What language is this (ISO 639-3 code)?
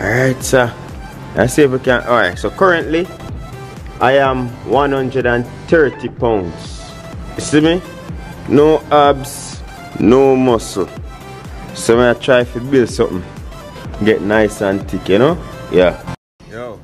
jam